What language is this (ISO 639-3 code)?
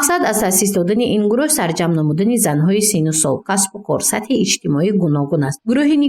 tgk